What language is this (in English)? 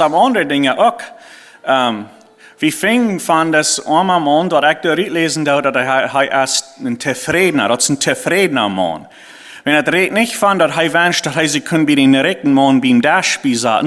Plautdietsch